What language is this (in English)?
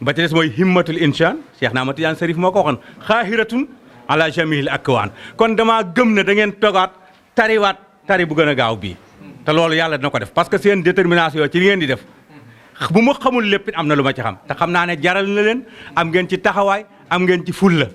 Wolof